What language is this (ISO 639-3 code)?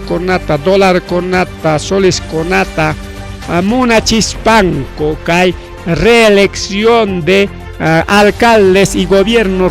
quy